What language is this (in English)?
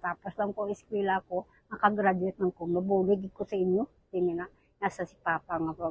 Hiligaynon